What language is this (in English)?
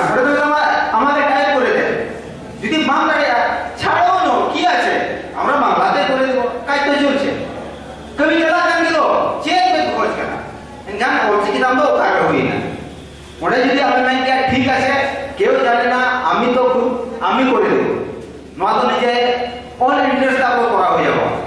Santali